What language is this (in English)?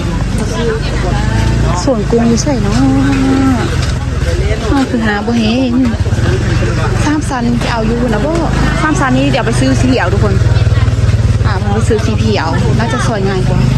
Lao